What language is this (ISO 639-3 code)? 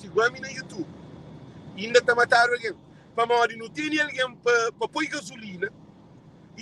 kea